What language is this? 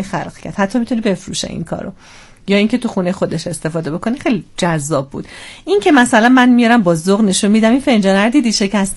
Persian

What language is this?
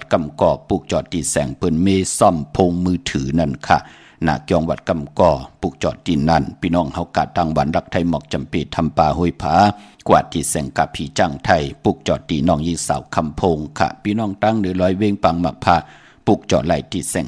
Shan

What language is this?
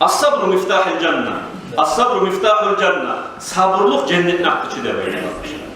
Kumyk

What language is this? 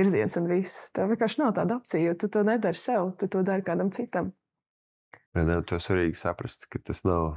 Latvian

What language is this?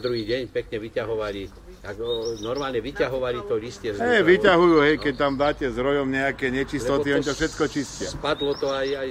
Slovak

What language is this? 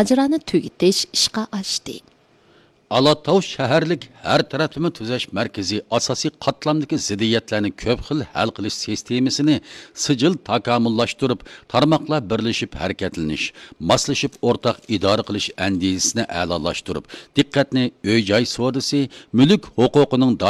Uyghur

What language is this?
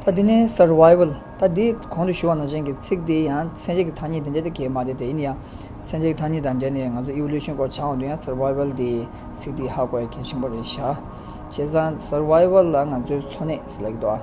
Tibetan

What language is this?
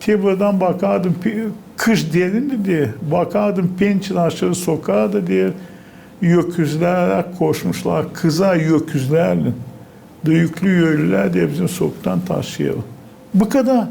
Gagauz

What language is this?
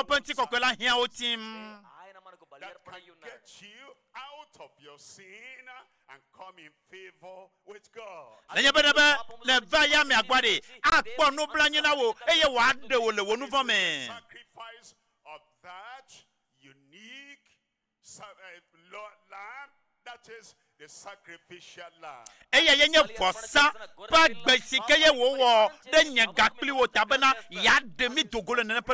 Ewe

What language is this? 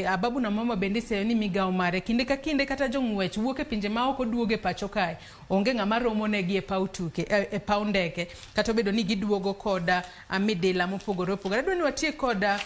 Luo (Kenya and Tanzania)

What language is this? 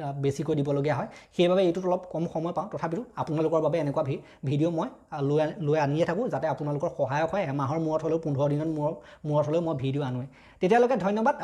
Assamese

